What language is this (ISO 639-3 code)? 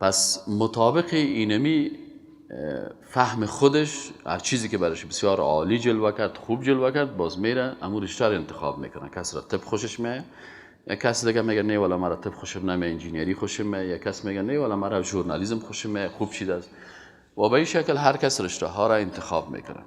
fas